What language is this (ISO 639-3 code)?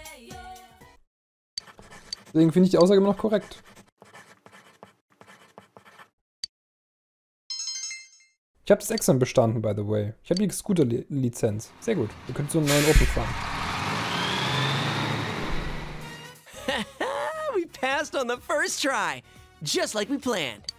deu